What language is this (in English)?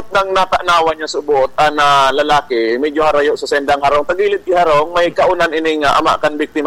Bikol